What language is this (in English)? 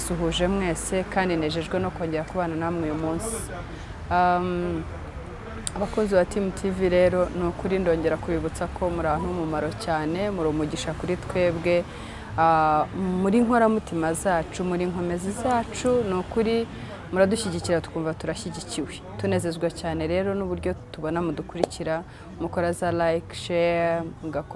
Kinyarwanda